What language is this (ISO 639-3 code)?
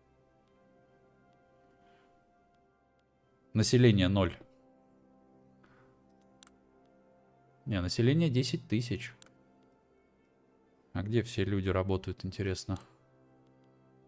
rus